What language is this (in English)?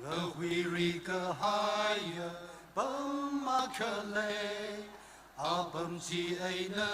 Tangkhul Naga (India)